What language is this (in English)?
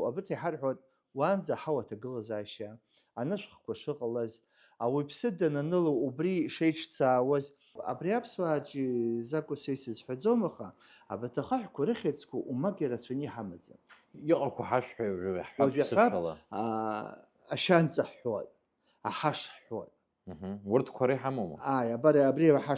Abkhazian